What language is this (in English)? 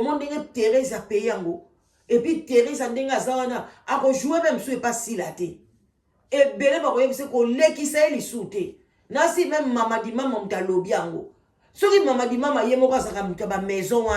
Lingala